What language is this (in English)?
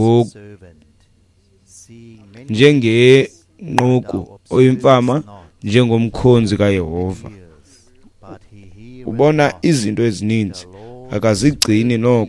Xhosa